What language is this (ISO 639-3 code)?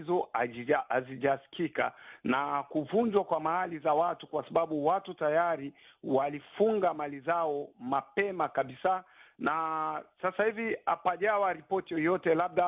swa